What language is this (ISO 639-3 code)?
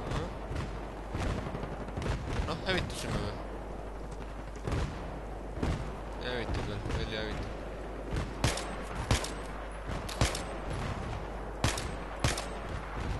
est